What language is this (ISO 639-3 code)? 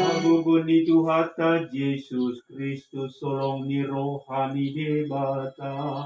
bbc